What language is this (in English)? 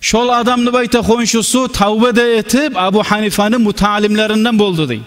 Kumyk